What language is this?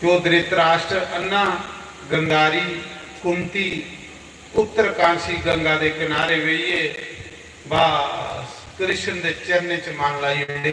Dogri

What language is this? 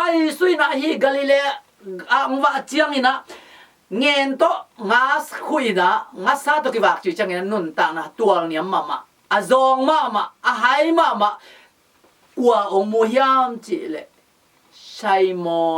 Tedim Chin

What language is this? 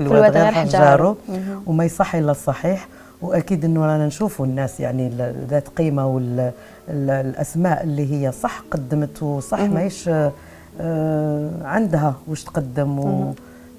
Algerian Arabic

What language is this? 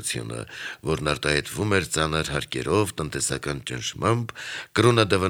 Armenian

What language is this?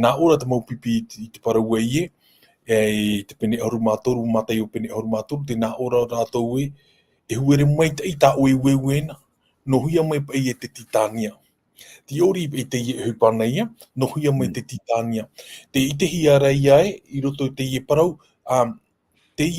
Tahitian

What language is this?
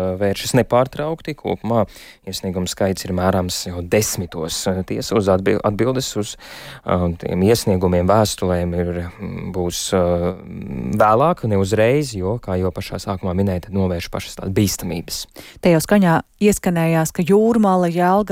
Latvian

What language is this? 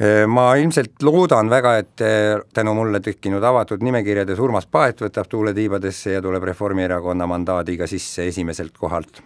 Estonian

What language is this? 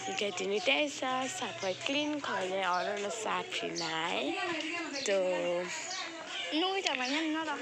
Kok Borok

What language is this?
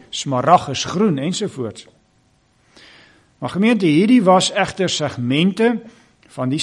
Afrikaans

